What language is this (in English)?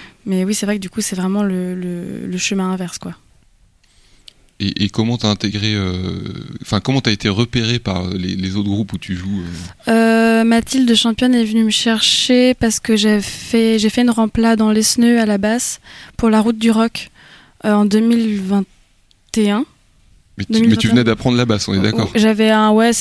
French